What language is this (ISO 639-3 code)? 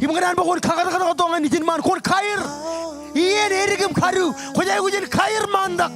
mah